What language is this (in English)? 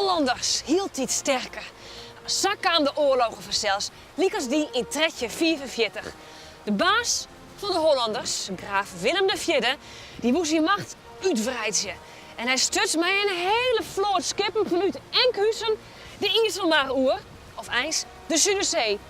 Western Frisian